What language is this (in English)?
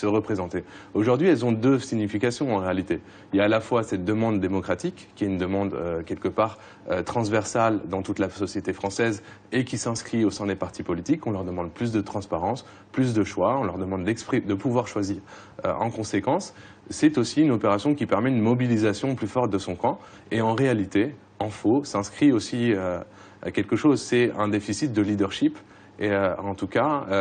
French